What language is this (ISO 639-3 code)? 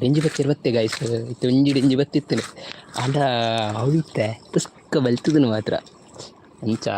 tcy